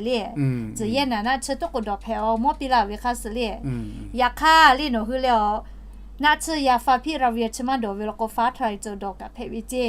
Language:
Lahu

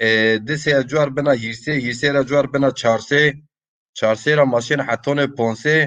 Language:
Zaza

